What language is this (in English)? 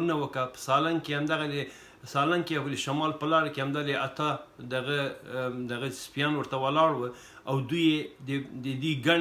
Pashto